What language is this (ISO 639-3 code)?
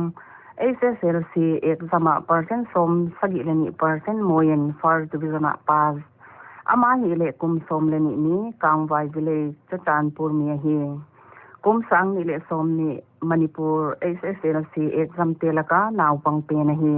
pck